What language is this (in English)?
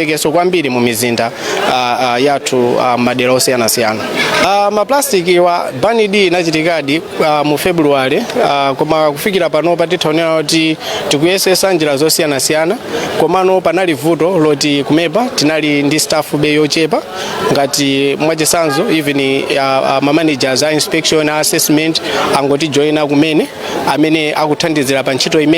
Nyanja